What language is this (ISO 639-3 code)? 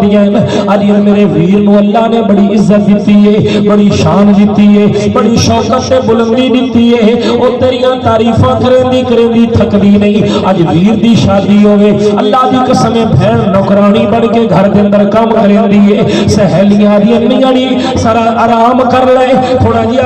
skr